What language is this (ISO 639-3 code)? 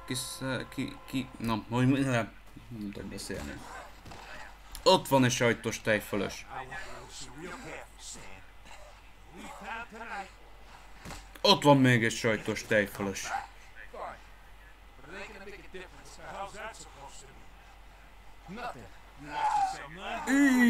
hun